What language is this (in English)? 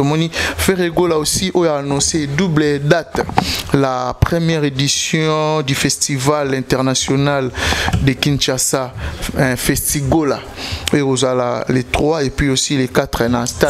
Lingala